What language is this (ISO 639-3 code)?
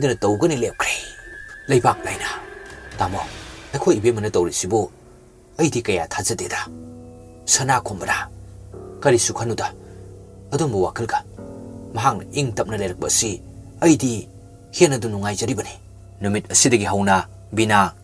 mni